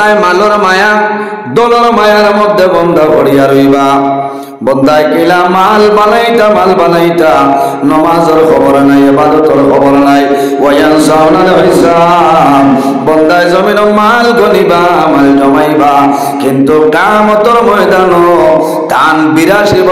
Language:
Sylheti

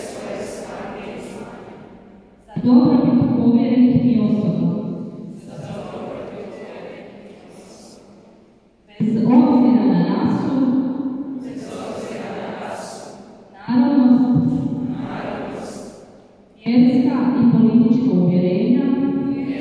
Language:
Croatian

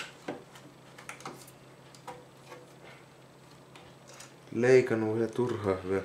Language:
Finnish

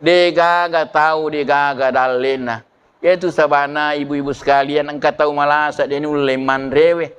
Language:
Buginese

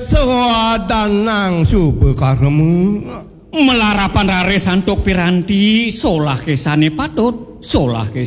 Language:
Balinese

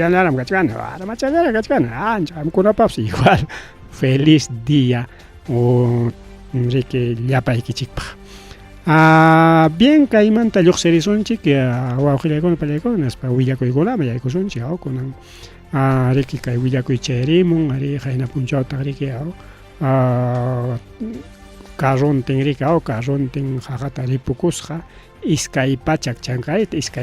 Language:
Ayacucho Quechua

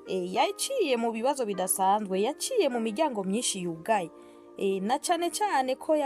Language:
Rundi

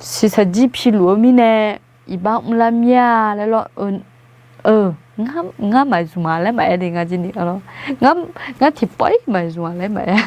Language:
Akha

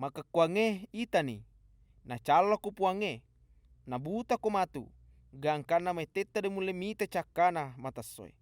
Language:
Buginese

